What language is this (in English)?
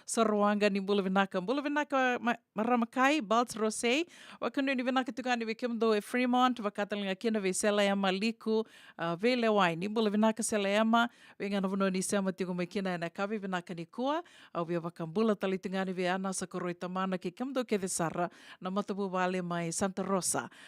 Fijian